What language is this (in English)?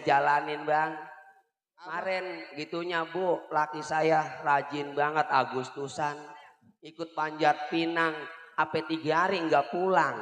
Betawi